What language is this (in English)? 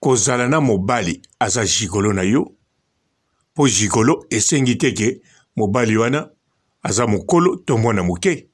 Lingala